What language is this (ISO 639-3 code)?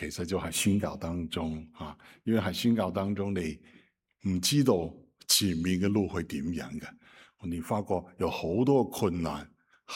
yue